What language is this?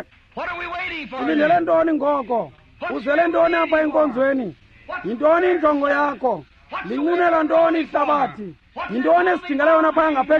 Xhosa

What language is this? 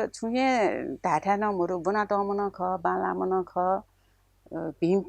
Newari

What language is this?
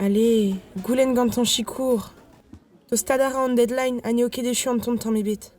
Breton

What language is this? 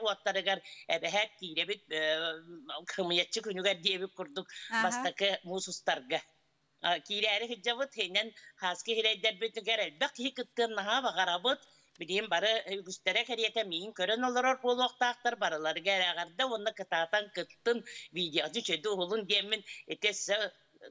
Yakut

